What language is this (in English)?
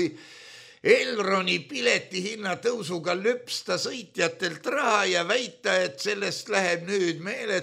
Estonian